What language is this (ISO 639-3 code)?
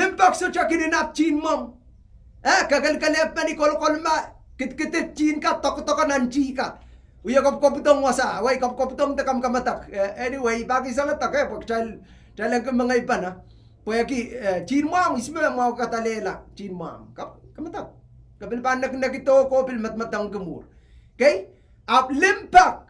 pon